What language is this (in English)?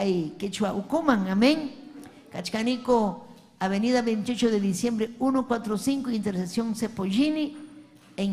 Ayacucho Quechua